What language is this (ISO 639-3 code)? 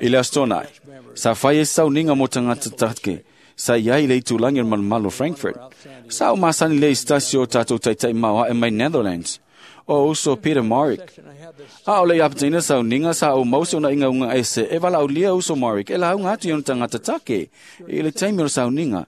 smo